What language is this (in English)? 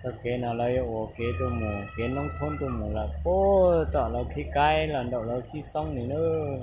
Hmong